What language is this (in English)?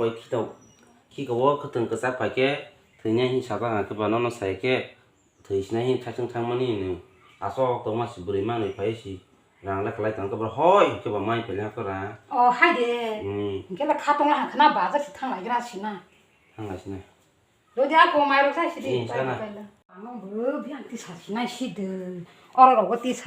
Kok Borok